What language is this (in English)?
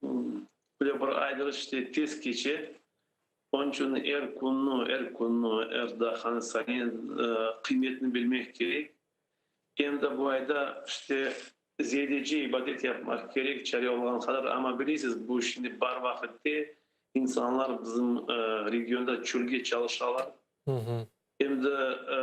Crimean Tatar